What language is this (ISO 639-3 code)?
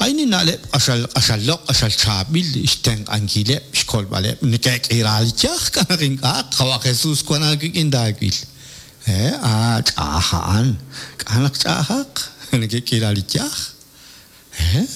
kek